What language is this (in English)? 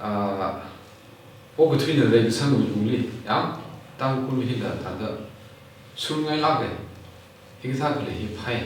Tangkhul Naga (India)